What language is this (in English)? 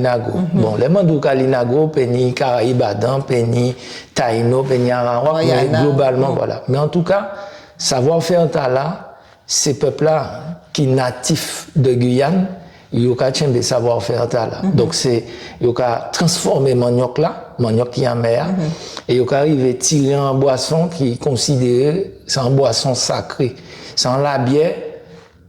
Guadeloupean Creole French